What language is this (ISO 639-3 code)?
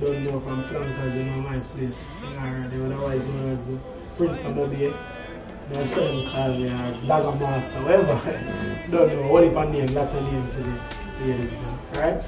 jam